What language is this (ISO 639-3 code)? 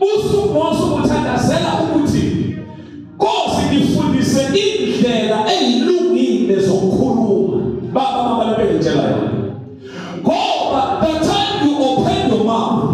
zul